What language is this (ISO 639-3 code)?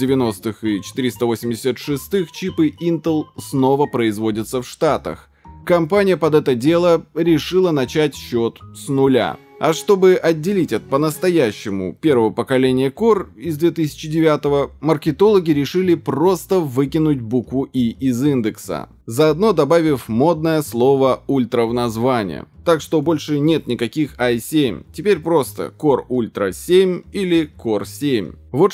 rus